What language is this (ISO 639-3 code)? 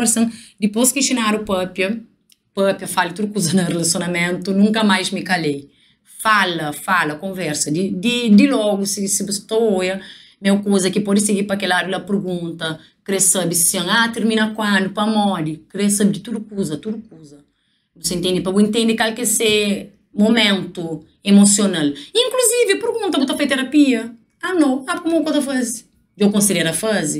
kea